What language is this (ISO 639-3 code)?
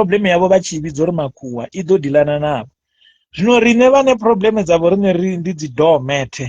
ven